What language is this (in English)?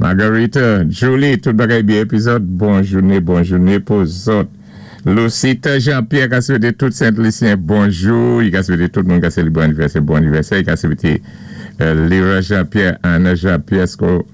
Saint Lucian Creole French